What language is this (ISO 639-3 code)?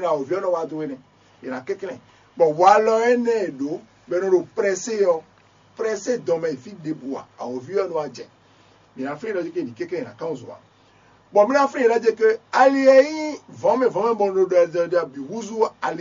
fon